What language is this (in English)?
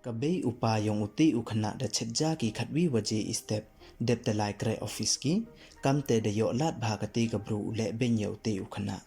Pnar